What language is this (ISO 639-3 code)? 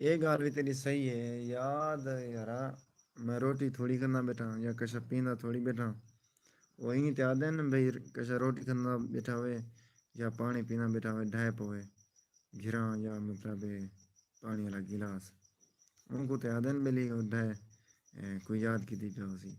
skr